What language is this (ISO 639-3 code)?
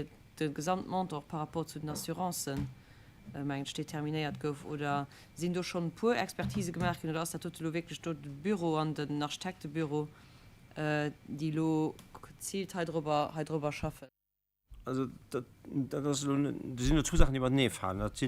ltz